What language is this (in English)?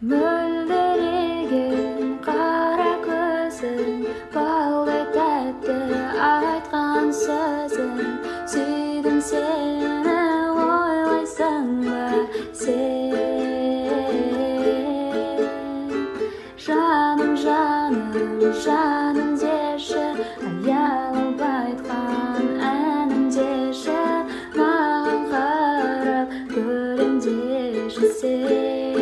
Kazakh